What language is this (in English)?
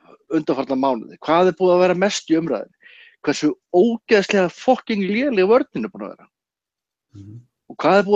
Icelandic